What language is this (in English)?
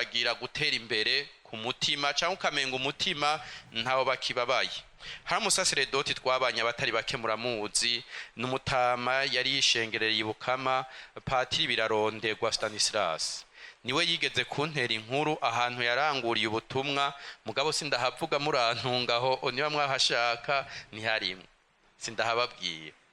Rundi